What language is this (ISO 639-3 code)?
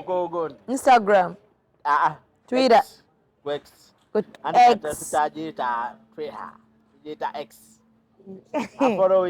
lug